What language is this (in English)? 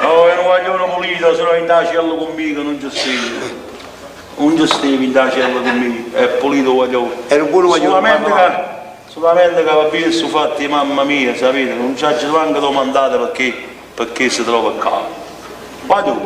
Neapolitan